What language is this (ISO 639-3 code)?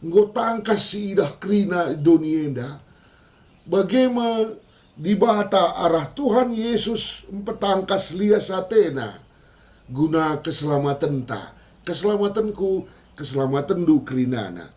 btx